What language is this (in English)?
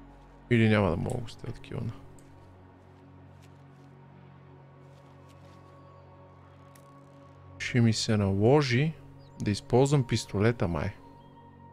Bulgarian